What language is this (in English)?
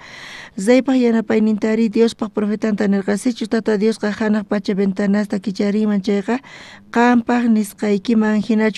South Bolivian Quechua